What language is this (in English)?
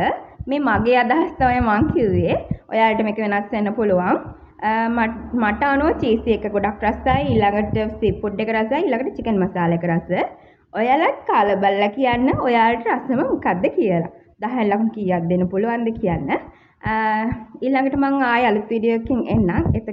Sinhala